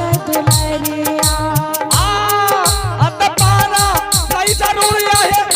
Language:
Angika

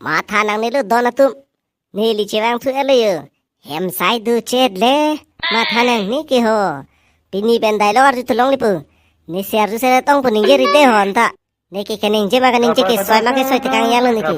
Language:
Karbi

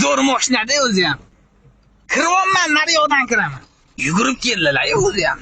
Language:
Uzbek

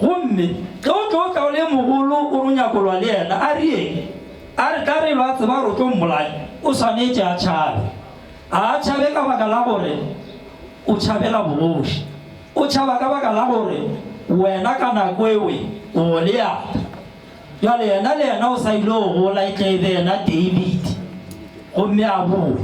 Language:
Northern Sotho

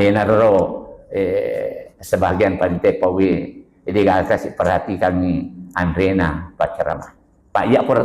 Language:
Buginese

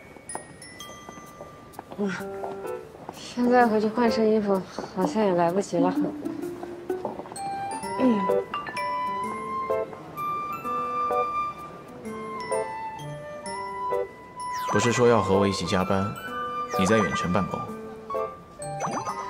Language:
Chinese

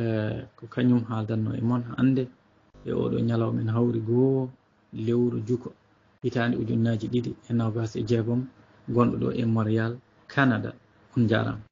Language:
Fula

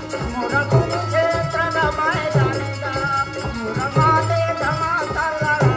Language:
Chhattisgarhi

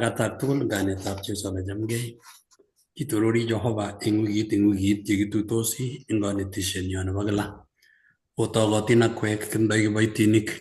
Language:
Kalenjin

